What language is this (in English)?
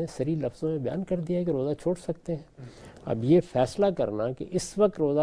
Urdu